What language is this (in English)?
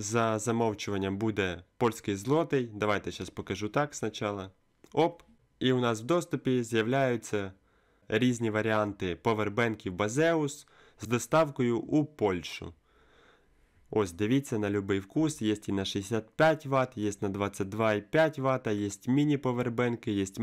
Ukrainian